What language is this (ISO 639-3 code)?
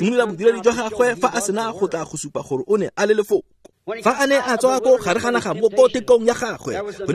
tsn